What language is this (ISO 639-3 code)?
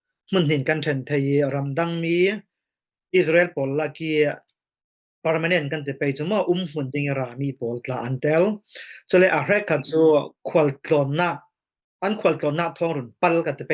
cfm